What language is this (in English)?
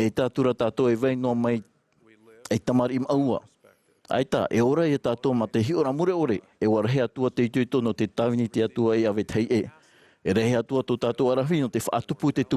Tahitian